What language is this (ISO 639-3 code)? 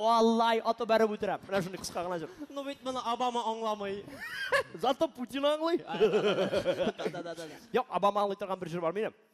tat